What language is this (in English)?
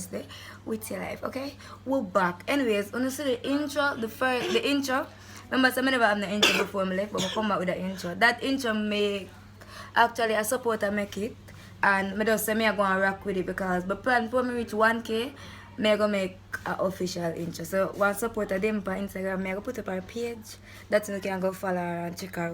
Jamaican Creole English